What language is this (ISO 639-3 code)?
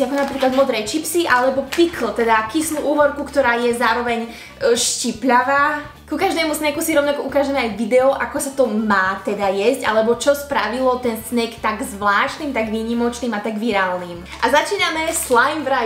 slk